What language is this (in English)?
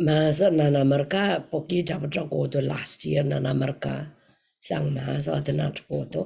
Pohnpeian